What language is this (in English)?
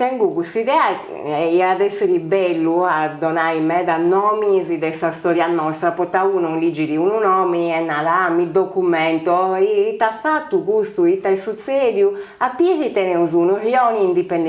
Sardinian